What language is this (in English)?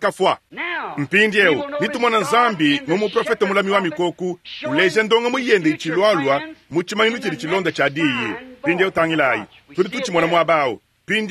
Luba-Lulua